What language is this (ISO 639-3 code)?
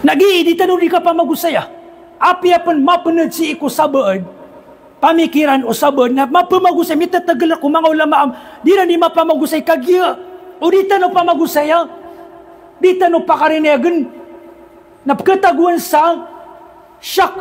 mrw